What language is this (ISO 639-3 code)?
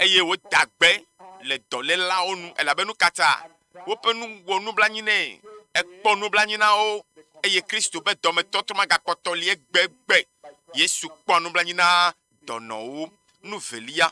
ewe